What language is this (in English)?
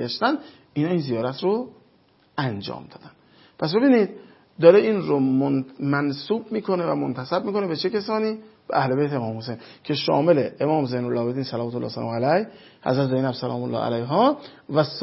Persian